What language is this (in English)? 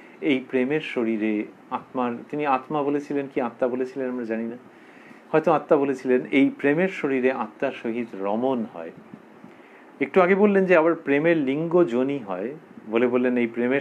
Bangla